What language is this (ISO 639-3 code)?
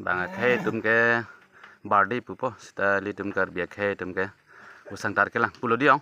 mjw